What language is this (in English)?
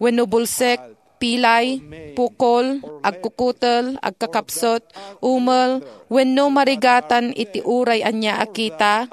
Iloko